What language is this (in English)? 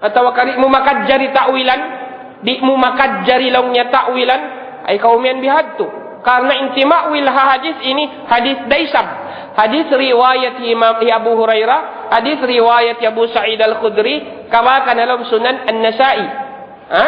Tausug